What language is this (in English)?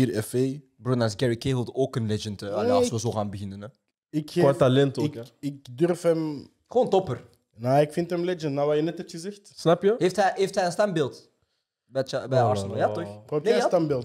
Dutch